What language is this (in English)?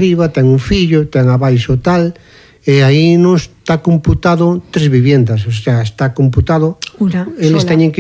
Galician